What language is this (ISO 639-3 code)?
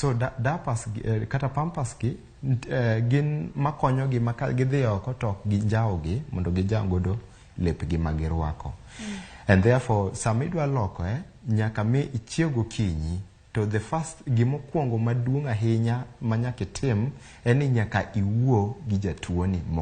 luo